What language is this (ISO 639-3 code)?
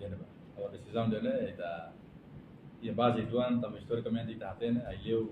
tet